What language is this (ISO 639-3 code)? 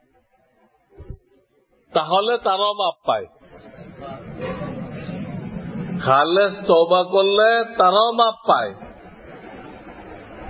ben